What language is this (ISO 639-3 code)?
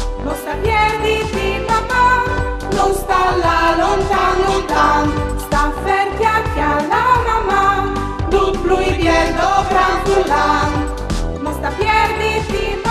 fur